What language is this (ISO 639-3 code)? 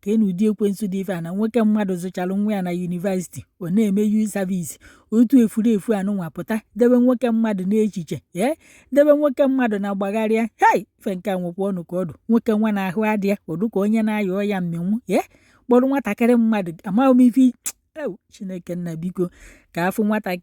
ibo